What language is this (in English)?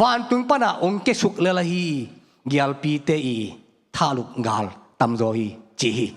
Tedim Chin